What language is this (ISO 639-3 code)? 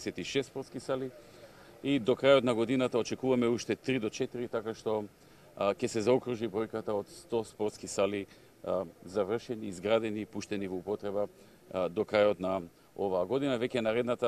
mkd